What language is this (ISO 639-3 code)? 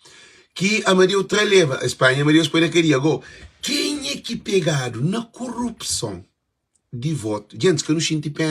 kea